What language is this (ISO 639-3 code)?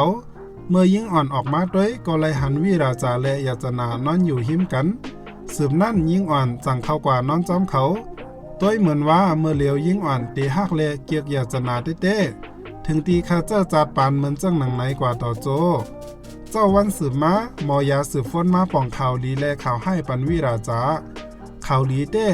shn